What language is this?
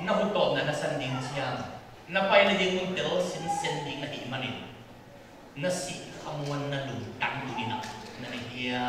Tedim Chin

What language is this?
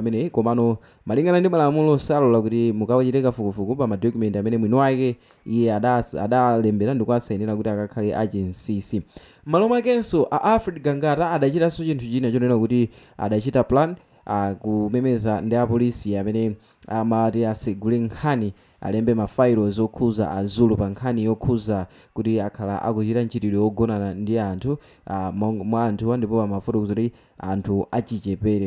Nyanja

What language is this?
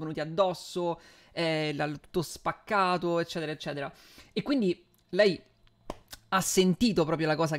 Italian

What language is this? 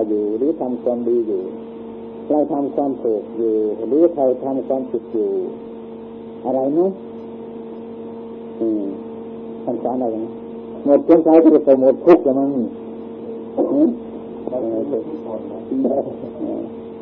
Thai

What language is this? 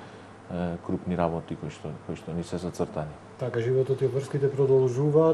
Macedonian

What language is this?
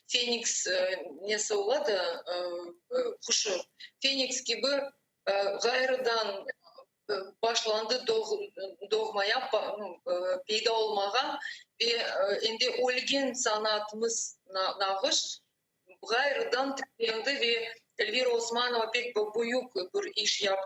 Crimean Tatar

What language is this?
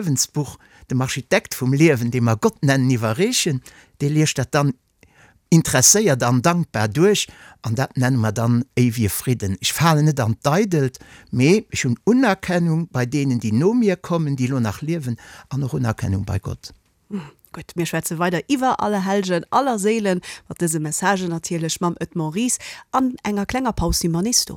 Luxembourgish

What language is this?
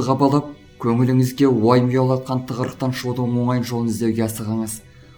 Kazakh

